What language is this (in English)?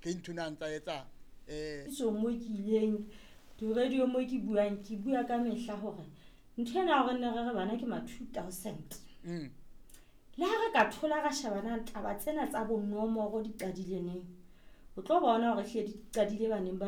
Southern Sotho